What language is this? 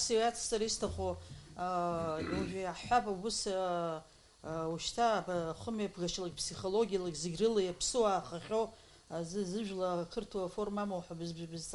Abkhazian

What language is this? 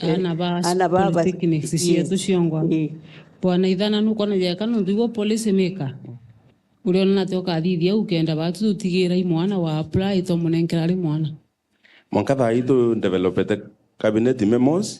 Meru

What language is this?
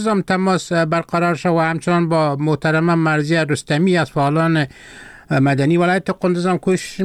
Persian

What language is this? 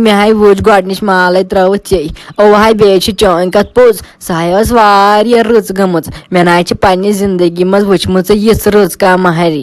Kashmiri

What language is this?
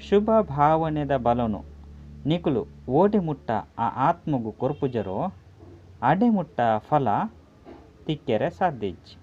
Tulu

